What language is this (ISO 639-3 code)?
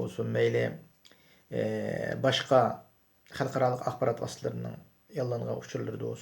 uig